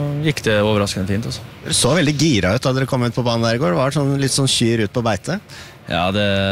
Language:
Norwegian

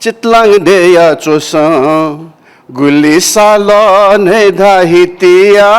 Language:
Newari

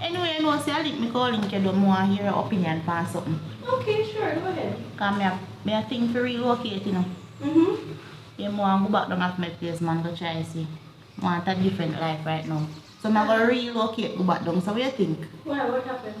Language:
Jamaican Creole English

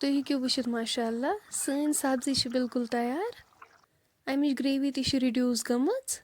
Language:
Kashmiri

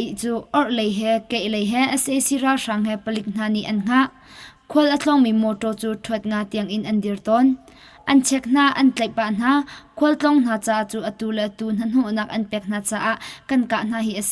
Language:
Hakha Chin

